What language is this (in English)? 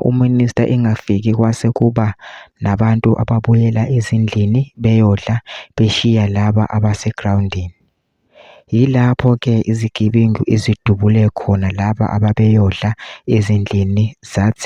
Zulu